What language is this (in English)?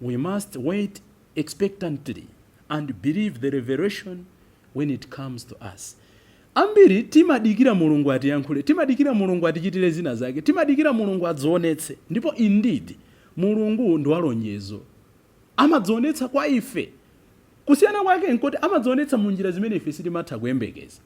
Nyanja